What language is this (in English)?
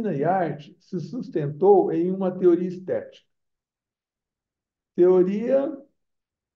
Portuguese